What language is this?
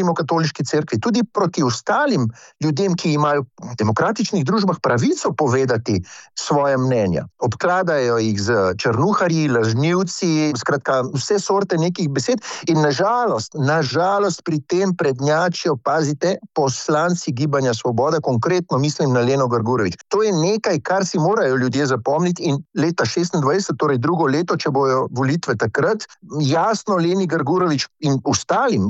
Slovenian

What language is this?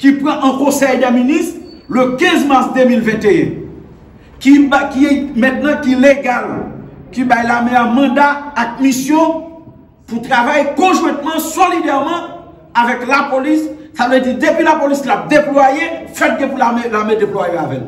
Haitian Creole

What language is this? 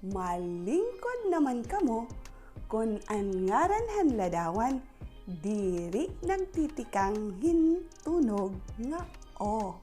Waray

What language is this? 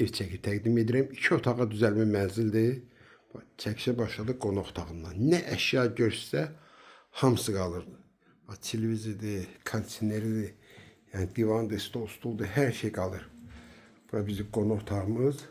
Azerbaijani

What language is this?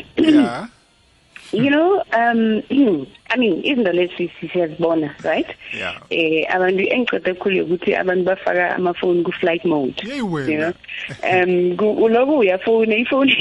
South Ndebele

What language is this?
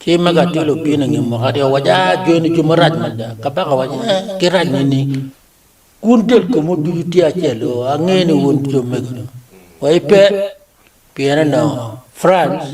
Acoli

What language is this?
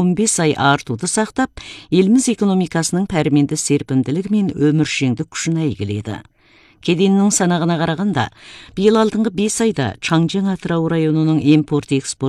Kazakh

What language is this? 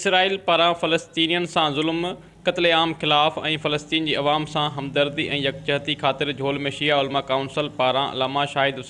Sindhi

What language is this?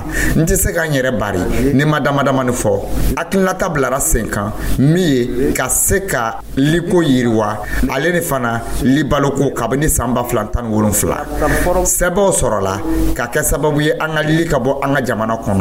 Dyula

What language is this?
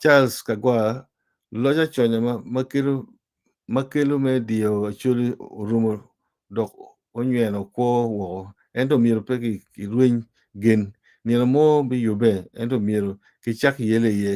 Acoli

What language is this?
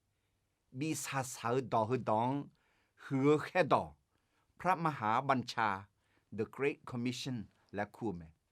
Akha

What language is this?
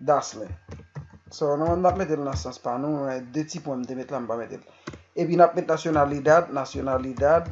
Haitian Creole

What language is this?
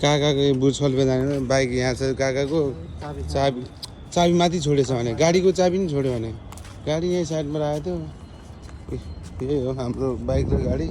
Nepali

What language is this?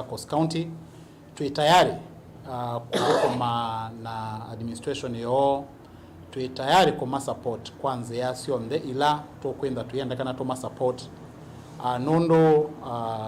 Kamba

